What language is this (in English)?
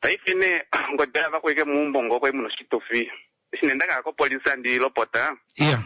Kuanyama